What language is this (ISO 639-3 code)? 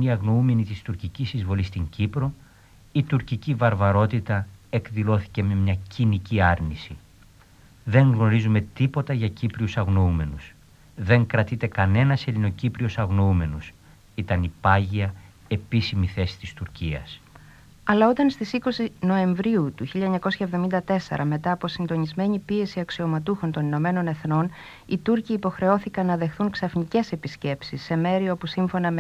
ell